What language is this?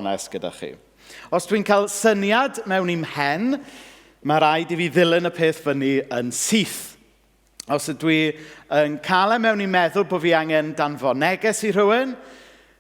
Welsh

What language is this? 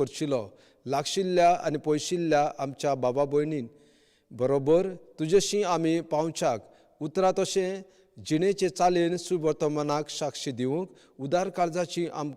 Konkani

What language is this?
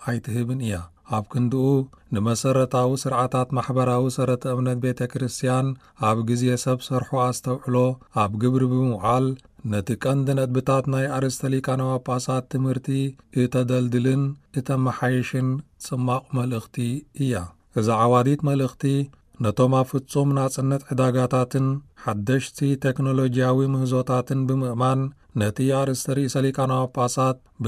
Tigrinya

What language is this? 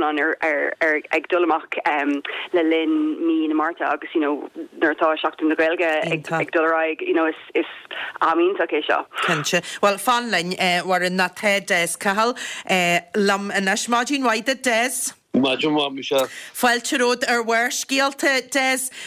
Irish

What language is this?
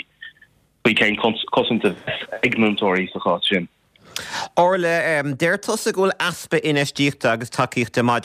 Irish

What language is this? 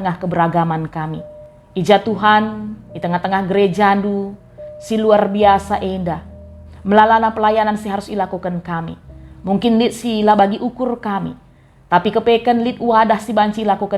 Batak Karo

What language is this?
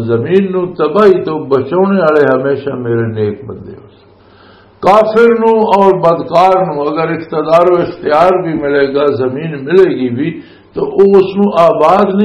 Western Panjabi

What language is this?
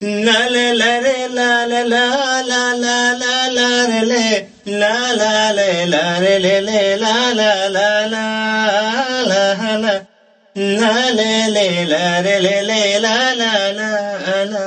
Santali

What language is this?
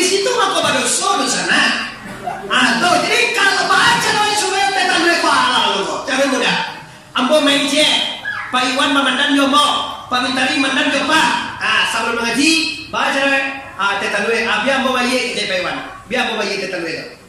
Minangkabau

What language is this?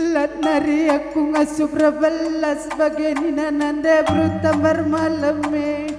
Batak Karo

